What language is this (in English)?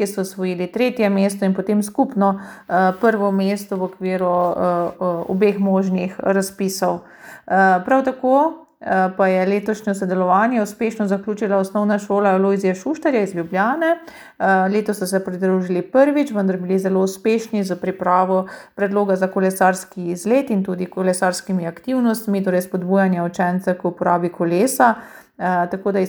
Slovenian